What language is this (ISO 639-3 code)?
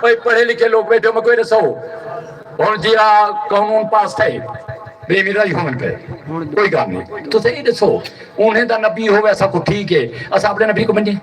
skr